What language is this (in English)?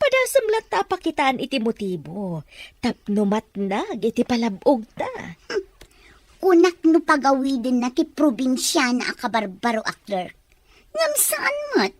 Iloko